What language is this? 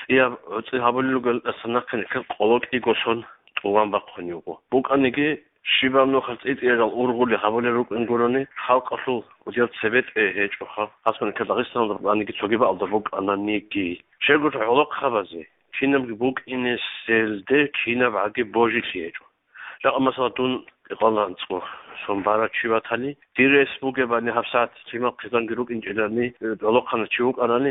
Avaric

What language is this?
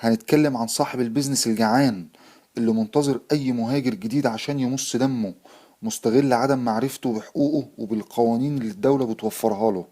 Egyptian Arabic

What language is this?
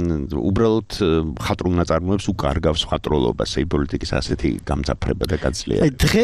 Georgian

